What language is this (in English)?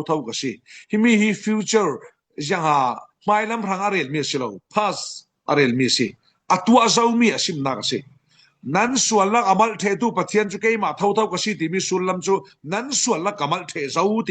Falam Chin